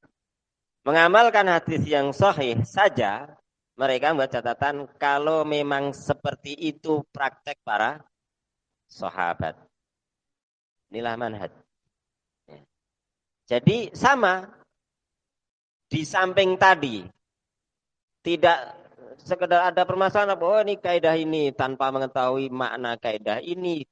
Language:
Indonesian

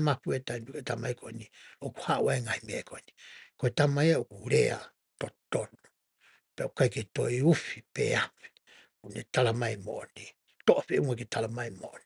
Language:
Tongan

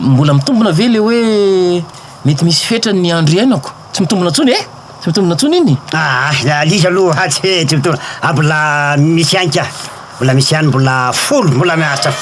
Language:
Malagasy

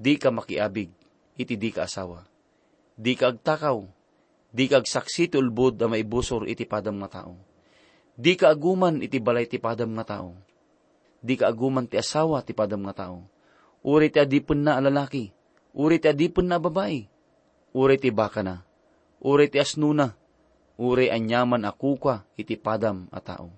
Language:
Iloko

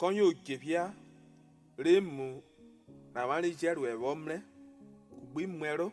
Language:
Urhobo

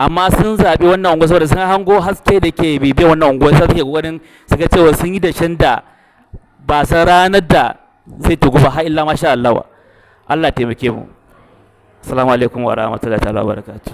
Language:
Hausa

